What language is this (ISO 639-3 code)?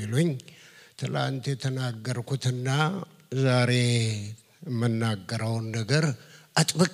amh